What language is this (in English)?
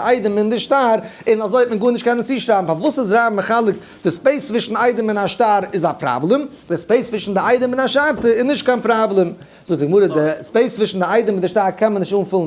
Yiddish